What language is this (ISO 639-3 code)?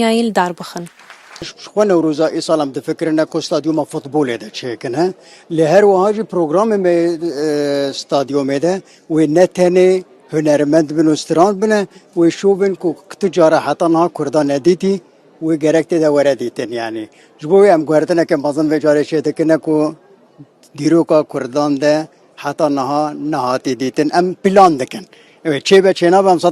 kur